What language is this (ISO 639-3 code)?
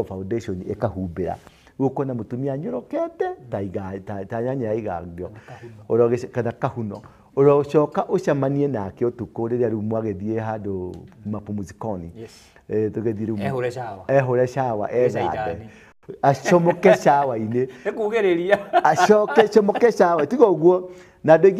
kik